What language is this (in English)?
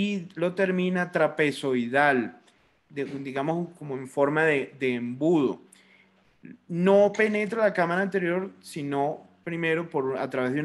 Spanish